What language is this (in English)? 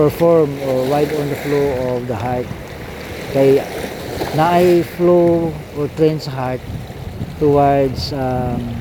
Cebuano